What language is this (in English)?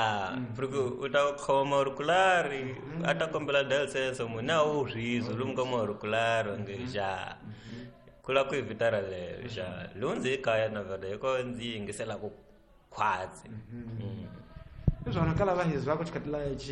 Tsonga